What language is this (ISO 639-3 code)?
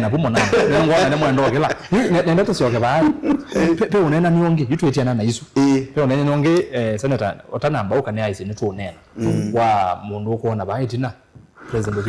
kam